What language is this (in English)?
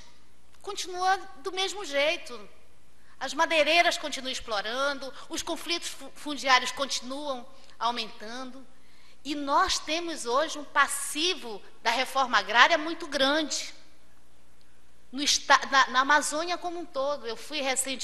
Portuguese